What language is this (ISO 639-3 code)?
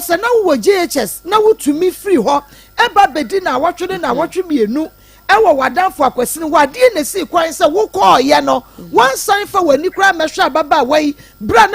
aka